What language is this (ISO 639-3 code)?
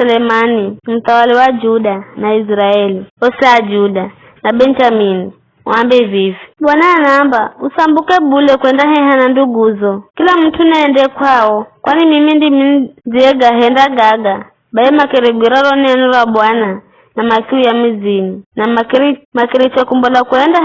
nyf